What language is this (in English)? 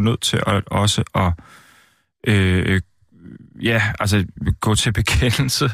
Danish